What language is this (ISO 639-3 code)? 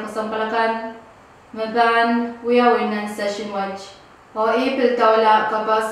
pon